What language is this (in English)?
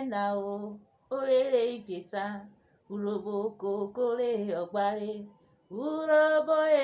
Urhobo